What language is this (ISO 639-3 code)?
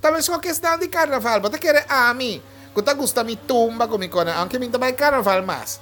pap